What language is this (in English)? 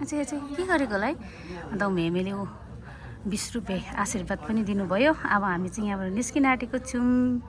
Nepali